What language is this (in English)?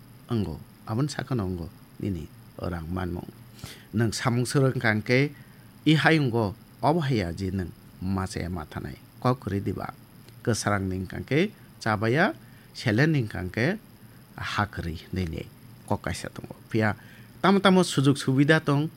Kok Borok